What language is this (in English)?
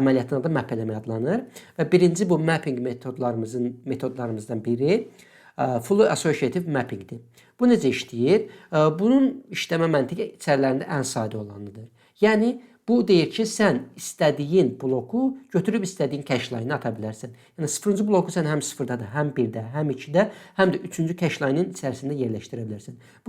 Azerbaijani